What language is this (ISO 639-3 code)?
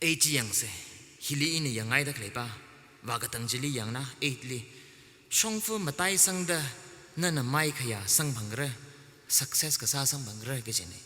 nmf